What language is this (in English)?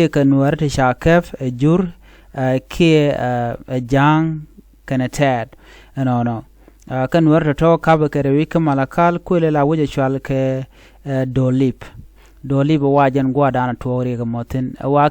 Nuer